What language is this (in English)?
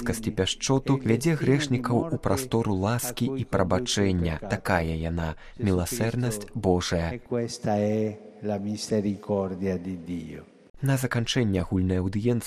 Belarusian